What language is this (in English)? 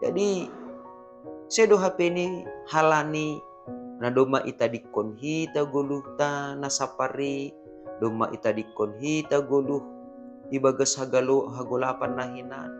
Batak Simalungun